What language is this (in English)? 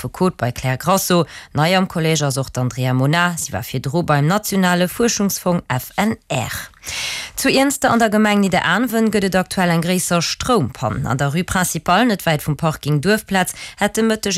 Luxembourgish